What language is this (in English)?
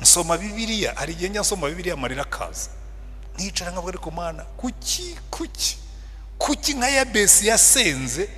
Kinyarwanda